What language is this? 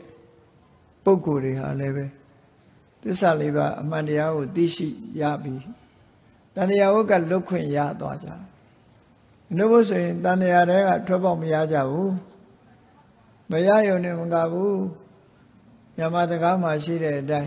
Burmese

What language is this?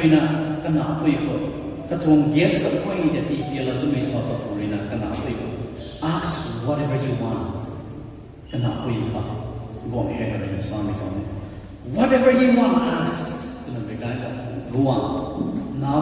Rongmei Naga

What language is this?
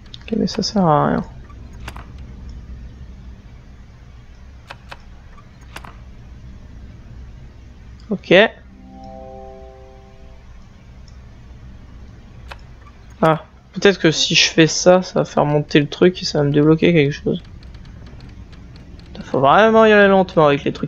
French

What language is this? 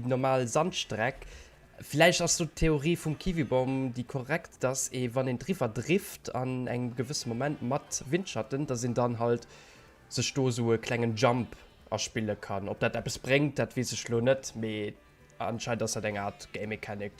Luxembourgish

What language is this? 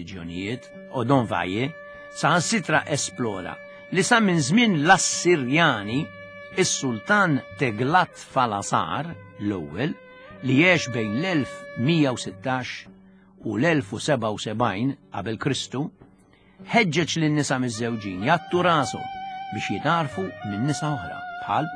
Maltese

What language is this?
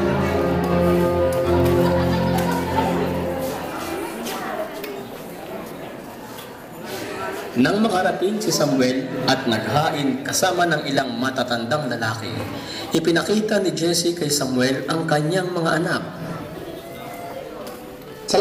Filipino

